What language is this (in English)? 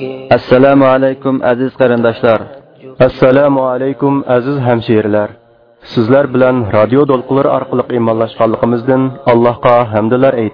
Uyghur